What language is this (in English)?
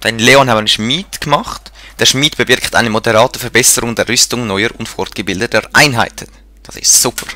Swiss German